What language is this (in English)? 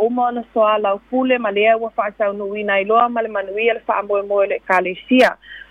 Samoan